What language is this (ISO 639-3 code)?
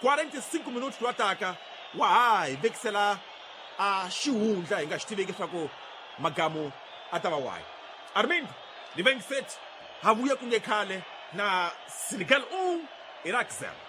tso